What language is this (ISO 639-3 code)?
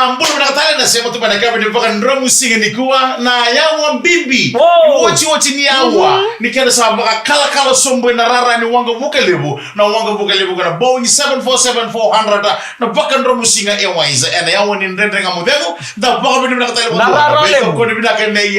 fij